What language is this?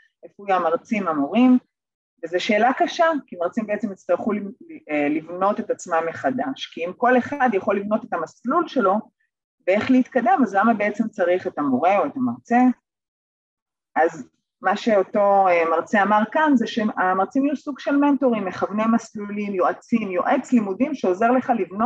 Hebrew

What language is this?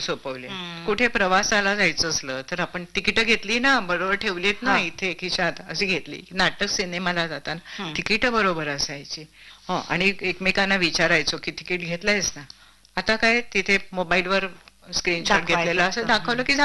Marathi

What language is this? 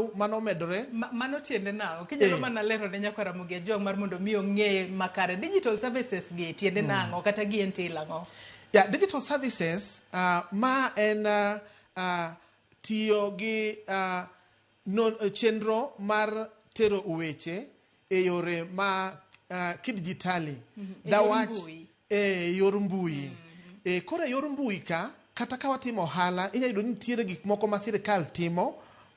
Luo (Kenya and Tanzania)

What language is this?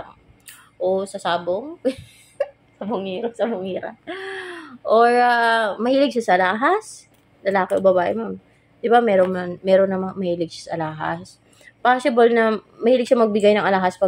Filipino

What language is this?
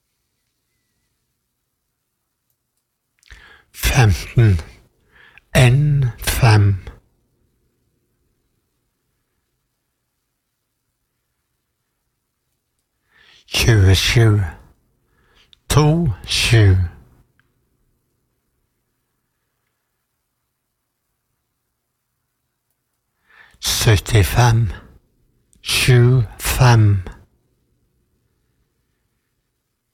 Norwegian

